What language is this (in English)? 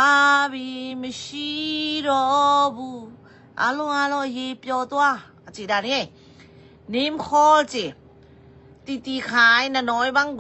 Tedim Chin